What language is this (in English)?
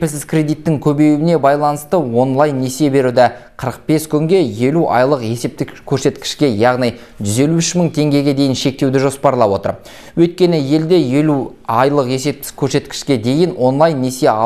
Kazakh